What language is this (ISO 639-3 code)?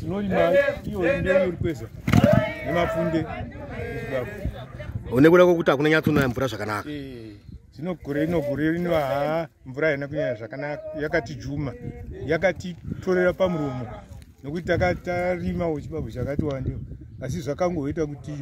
sna